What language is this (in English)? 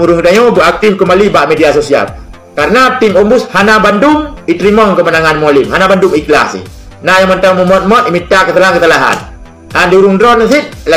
Achinese